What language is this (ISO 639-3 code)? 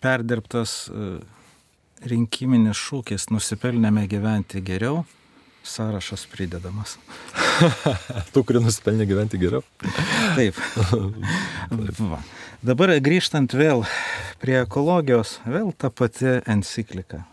lit